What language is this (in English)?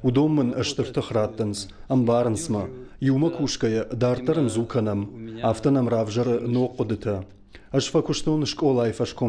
Ossetic